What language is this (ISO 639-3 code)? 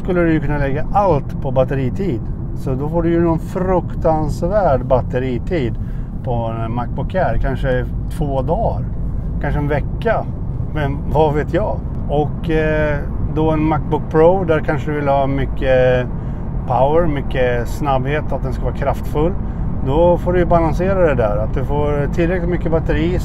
swe